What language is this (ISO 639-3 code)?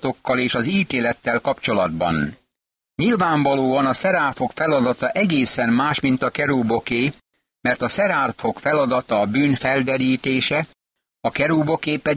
hun